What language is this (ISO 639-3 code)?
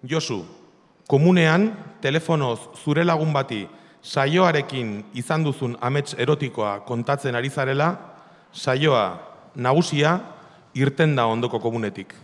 eus